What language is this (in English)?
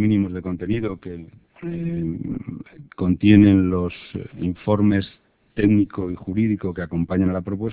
Spanish